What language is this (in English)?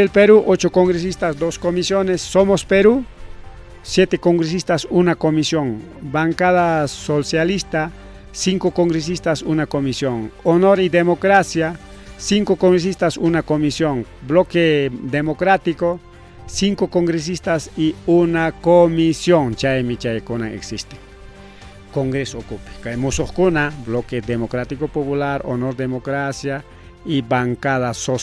Ayacucho Quechua